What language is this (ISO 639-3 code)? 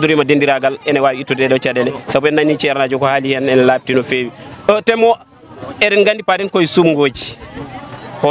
ful